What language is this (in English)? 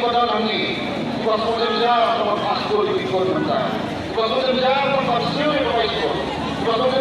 Khasi